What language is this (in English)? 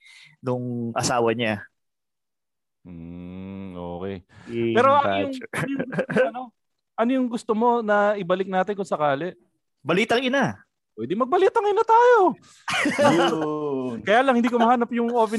Filipino